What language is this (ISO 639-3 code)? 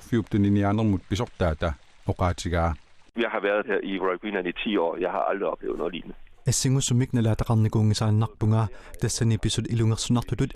kal